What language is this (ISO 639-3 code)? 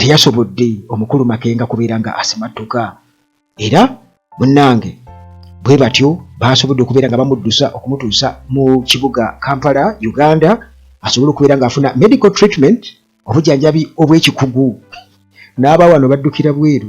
lug